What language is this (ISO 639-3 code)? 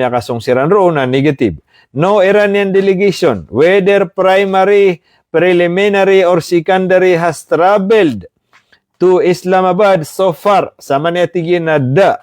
mrw